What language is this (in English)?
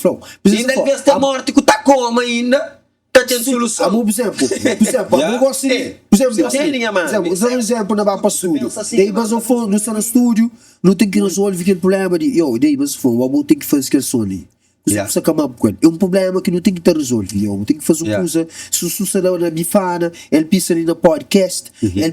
Kabuverdianu